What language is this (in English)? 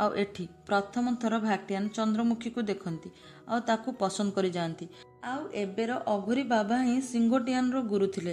Odia